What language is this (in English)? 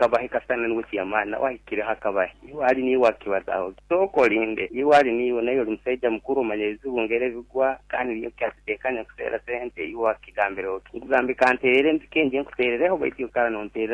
Nyoro